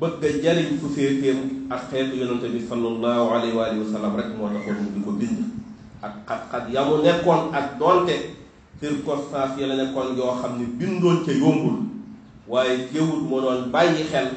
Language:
Wolof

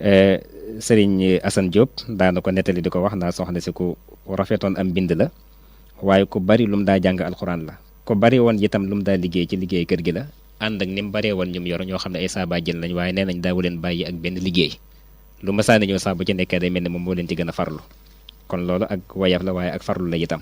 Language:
Wolof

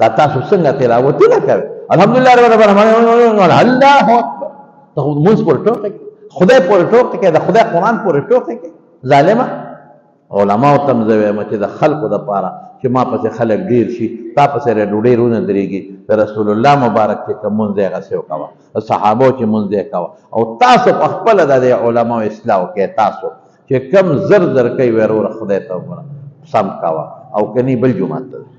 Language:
Pashto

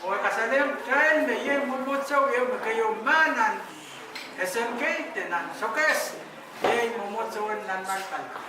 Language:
Pohnpeian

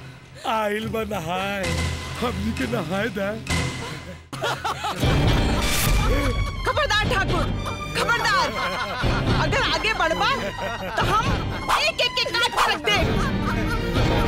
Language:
Bhojpuri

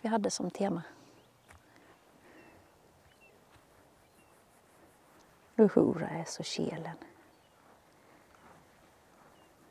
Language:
Swedish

